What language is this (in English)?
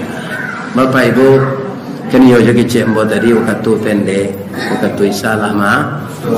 Minangkabau